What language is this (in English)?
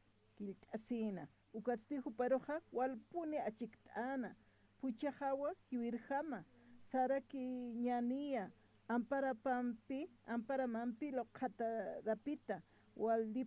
Aymara